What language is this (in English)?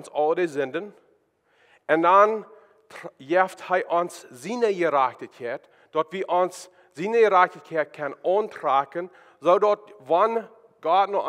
Plautdietsch